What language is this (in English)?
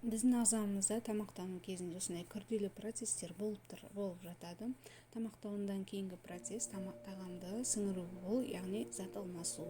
Kazakh